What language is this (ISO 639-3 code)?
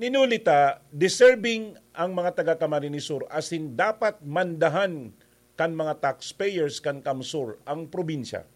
bik